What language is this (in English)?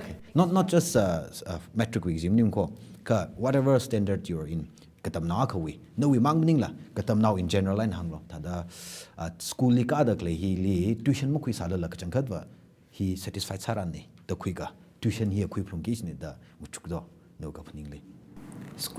Tangkhul Naga (India)